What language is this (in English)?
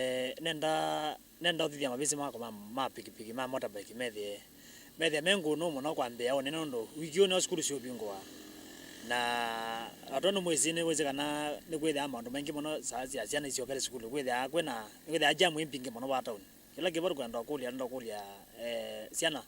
Kamba